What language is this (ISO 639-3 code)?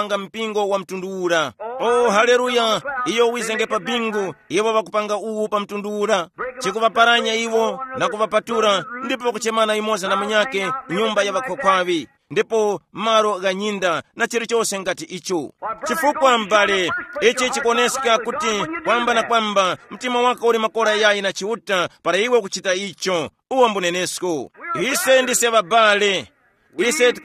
tum